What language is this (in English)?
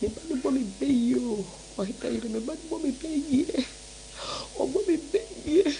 Akan